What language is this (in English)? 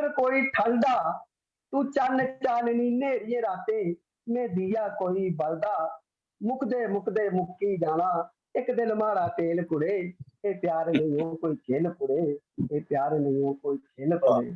Dogri